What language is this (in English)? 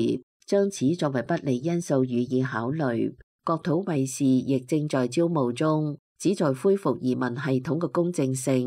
Cantonese